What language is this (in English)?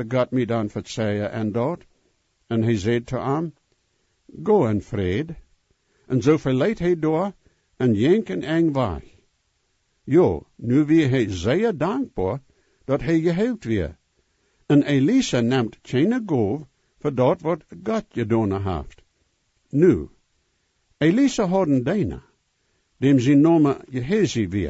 Plautdietsch